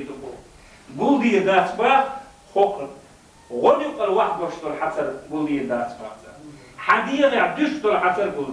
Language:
Chechen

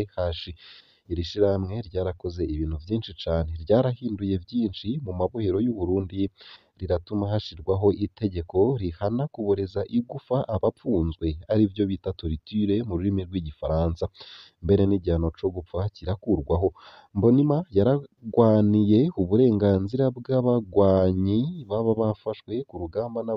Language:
Rundi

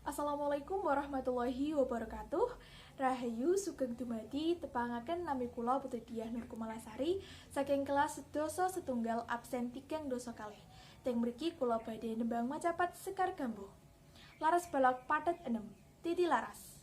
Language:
Javanese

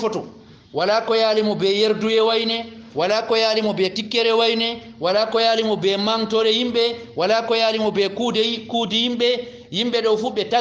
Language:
Fula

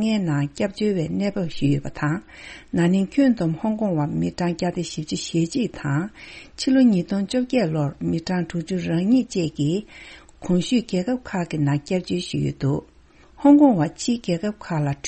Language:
Tibetan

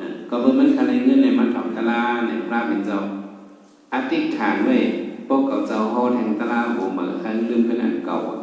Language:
Shan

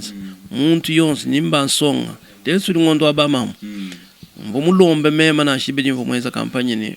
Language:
Luba-Lulua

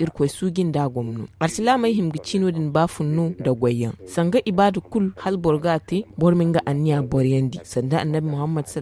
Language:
Zarma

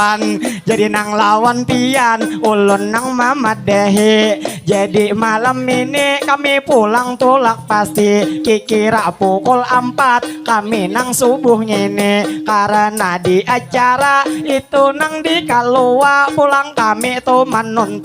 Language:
Banjar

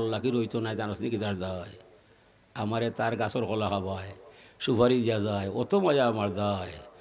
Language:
Sylheti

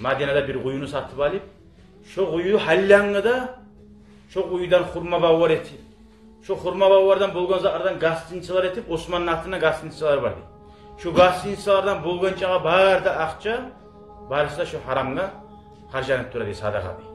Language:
Kumyk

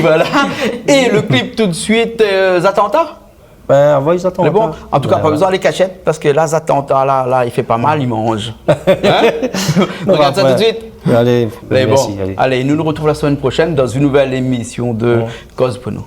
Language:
Réunion Creole French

